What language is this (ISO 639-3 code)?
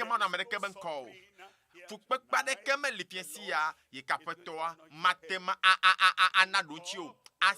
ewe